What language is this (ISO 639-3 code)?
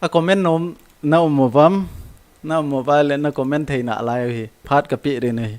tcz